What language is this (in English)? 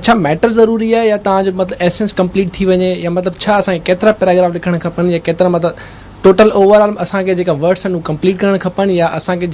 Sindhi